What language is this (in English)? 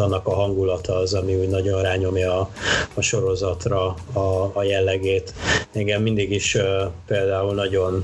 Hungarian